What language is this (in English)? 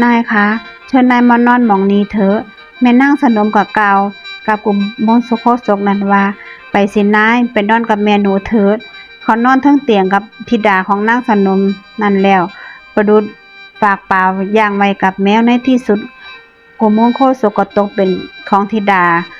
Northeastern Thai